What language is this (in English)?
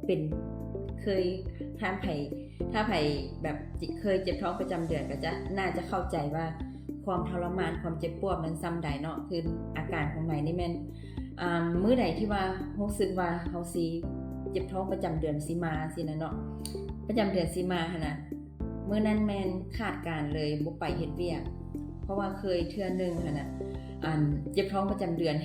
Lao